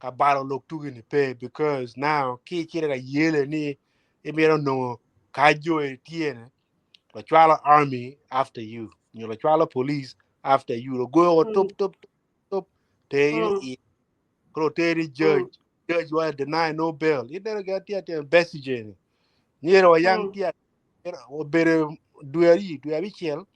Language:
Acoli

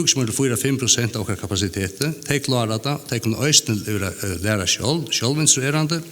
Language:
Faroese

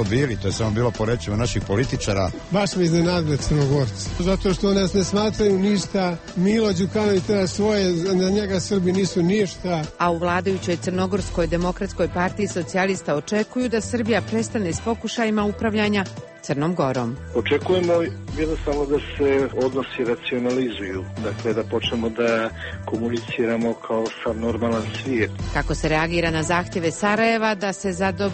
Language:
Croatian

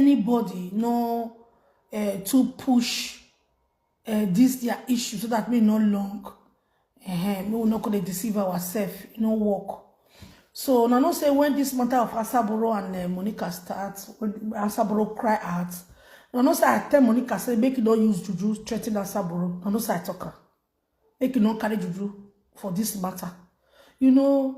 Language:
Nigerian Pidgin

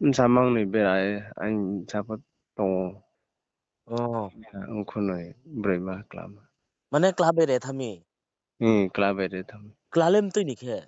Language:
Riang (India)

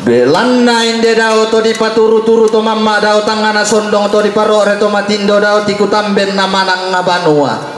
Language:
Toraja-Sa'dan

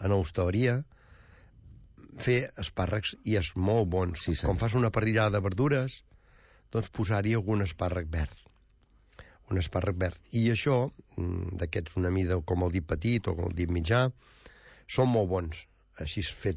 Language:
Catalan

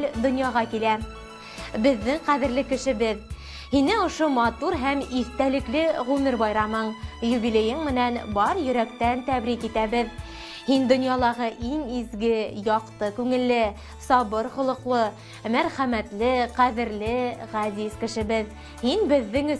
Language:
Bashkir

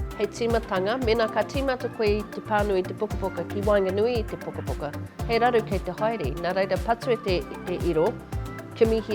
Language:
Māori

